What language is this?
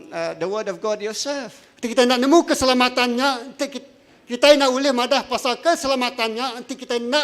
Iban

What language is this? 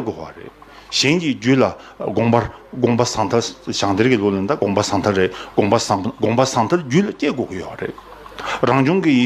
Tibetan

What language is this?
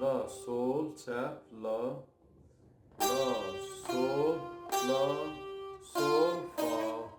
South Azerbaijani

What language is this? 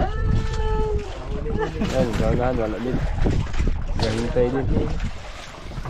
Filipino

